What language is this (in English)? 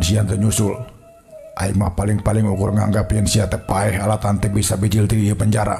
Sundanese